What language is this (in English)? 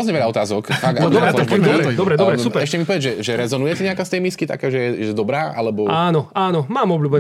Slovak